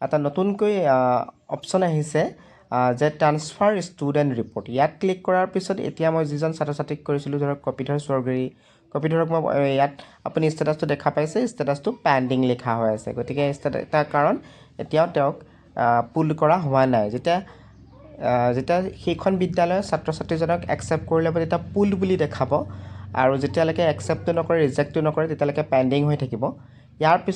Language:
Assamese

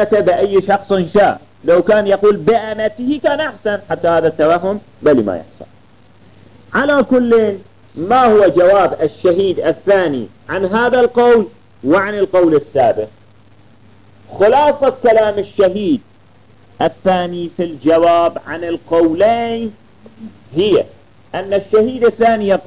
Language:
Arabic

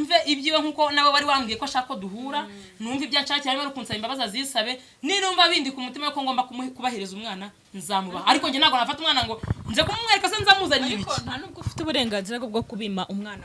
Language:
Kinyarwanda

